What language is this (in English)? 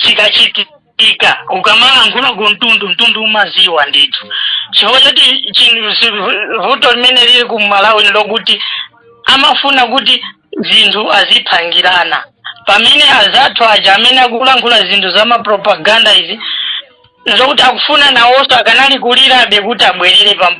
Nyanja